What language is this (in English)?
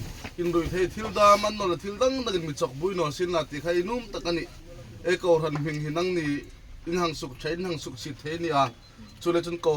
Hmar